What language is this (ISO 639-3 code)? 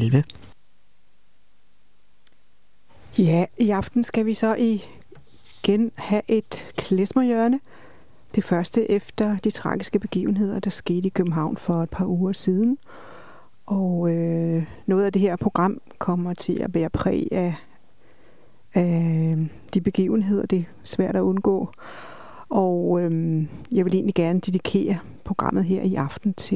dan